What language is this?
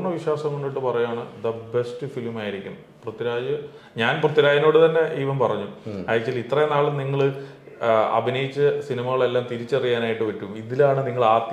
Malayalam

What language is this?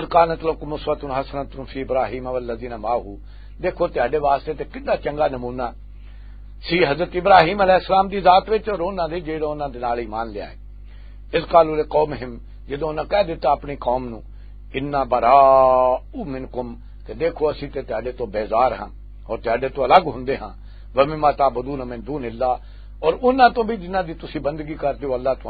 Western Panjabi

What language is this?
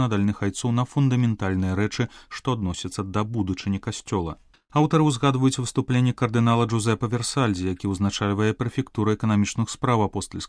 Belarusian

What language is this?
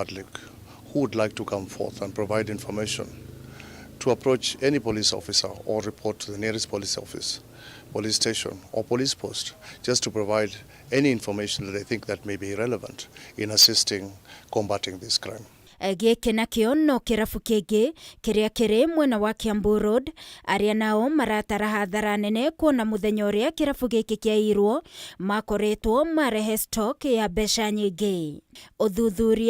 Kikuyu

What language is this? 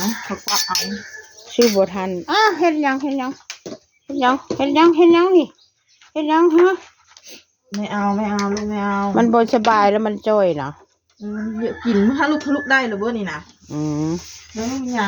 Northeastern Thai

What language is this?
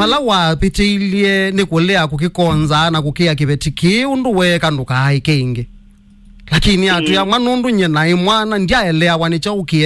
Kamba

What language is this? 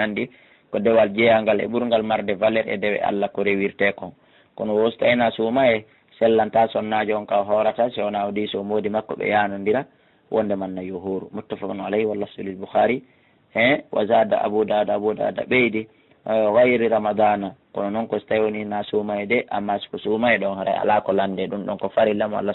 Fula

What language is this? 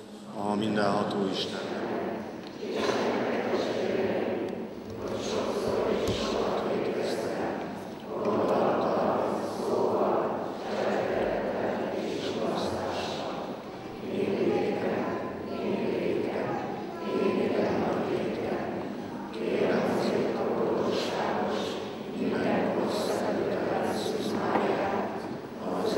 Hungarian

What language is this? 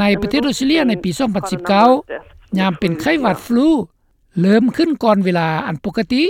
Lao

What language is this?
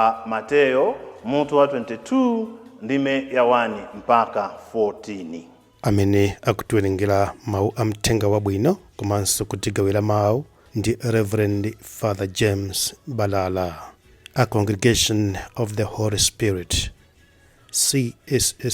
Nyanja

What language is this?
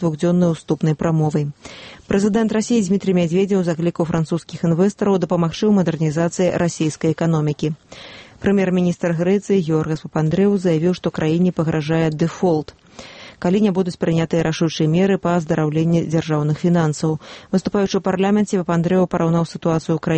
Belarusian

